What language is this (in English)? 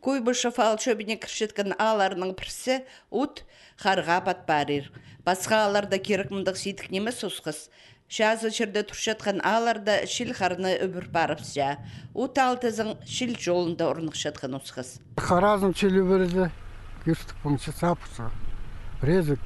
Khakas